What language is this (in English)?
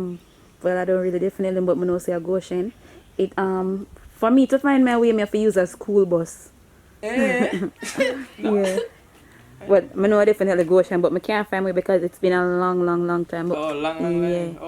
Jamaican Creole English